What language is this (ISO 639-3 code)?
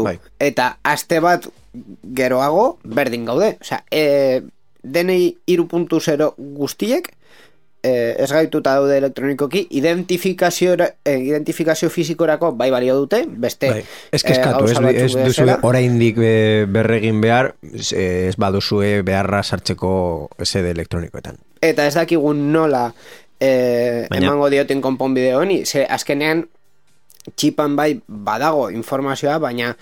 eus